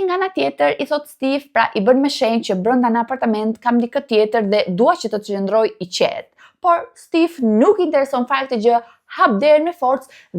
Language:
Albanian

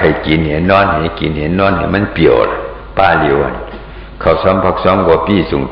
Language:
Shan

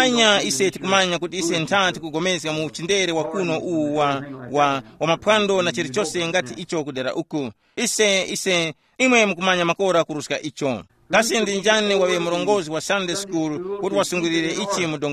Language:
Tumbuka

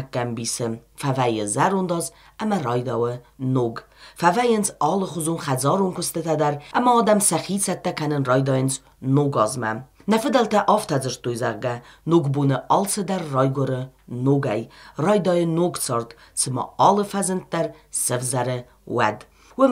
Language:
Ossetic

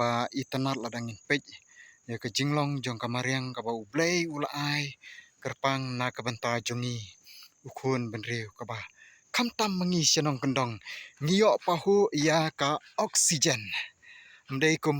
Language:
Khasi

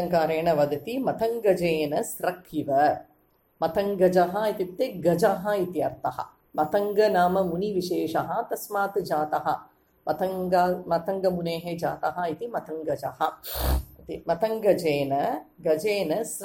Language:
Sanskrit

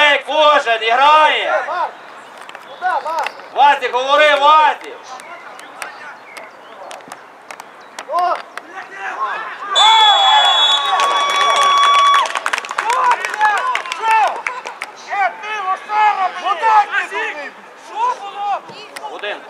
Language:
Ukrainian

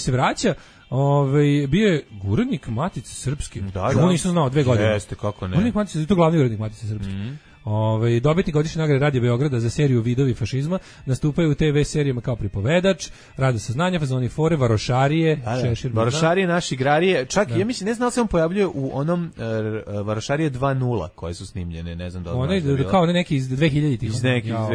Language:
Serbian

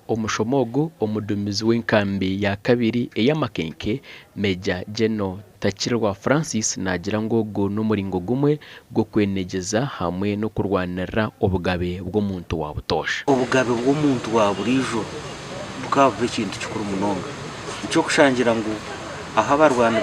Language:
Nyankole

